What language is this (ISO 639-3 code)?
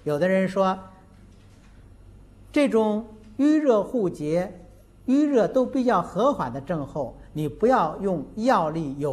zho